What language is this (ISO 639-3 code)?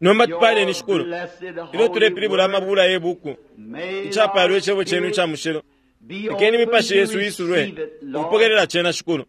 bem